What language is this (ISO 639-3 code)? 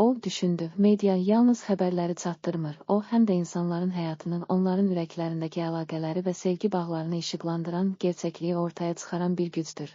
aze